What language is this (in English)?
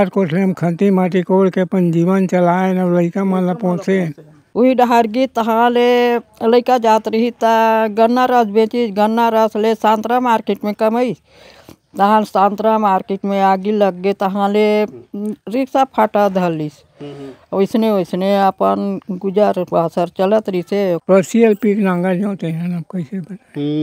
Chhattisgarhi